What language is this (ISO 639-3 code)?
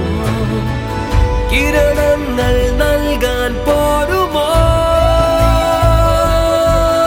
mal